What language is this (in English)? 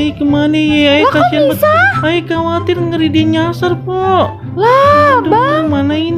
Betawi